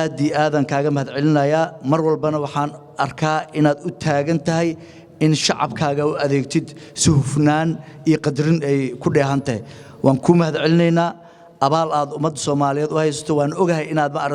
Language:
Somali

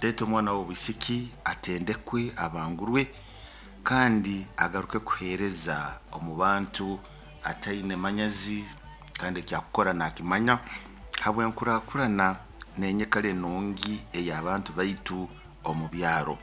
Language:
Nyoro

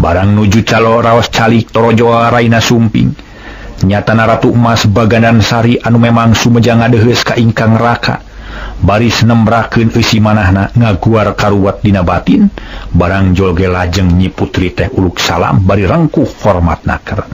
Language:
Sundanese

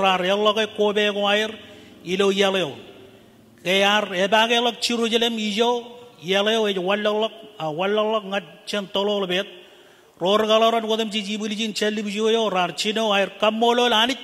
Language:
Marshallese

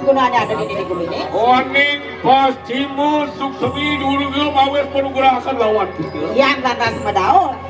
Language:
Balinese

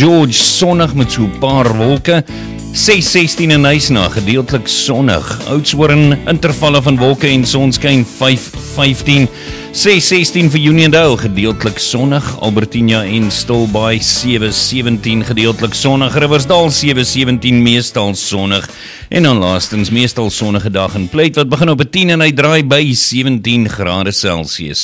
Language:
Afrikaans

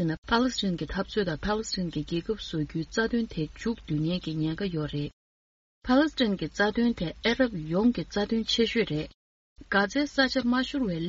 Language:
Tibetan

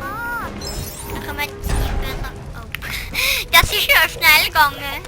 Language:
Swiss German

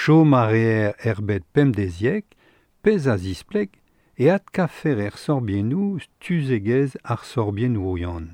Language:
Breton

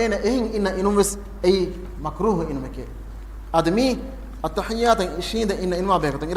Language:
Divehi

